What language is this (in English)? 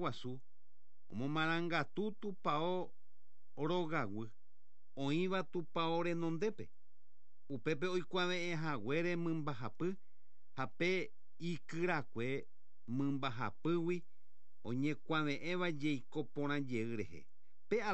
Guarani